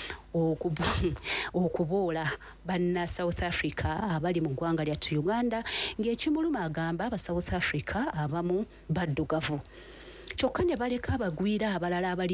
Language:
Ganda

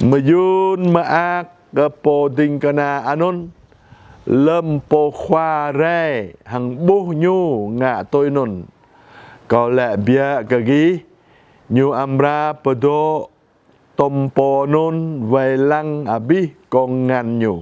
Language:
Jarai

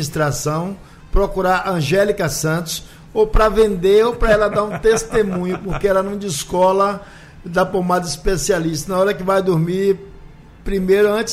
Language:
Portuguese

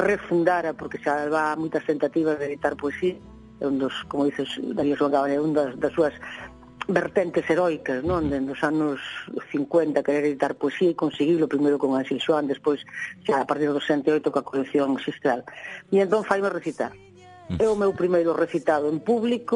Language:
Galician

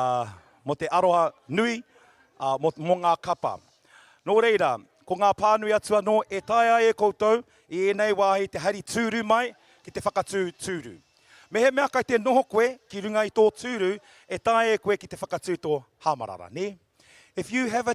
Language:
Māori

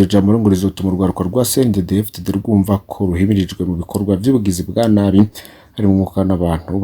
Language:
Rundi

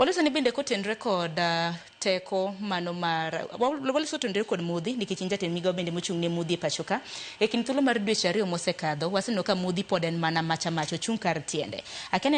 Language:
Luo (Kenya and Tanzania)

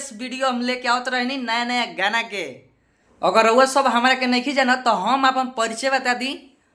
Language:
Bhojpuri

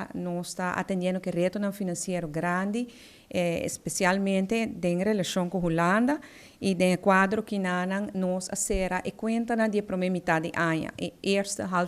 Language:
Papiamento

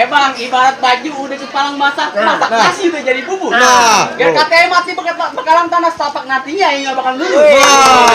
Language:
Betawi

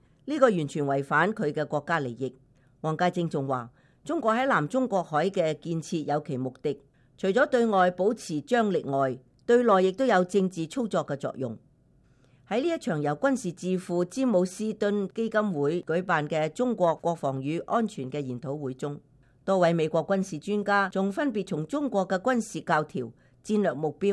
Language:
Cantonese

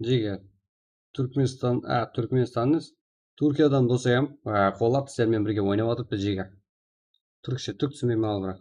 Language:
Kara-Kalpak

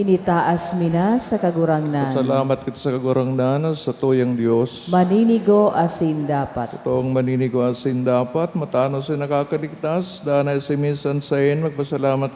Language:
Bikol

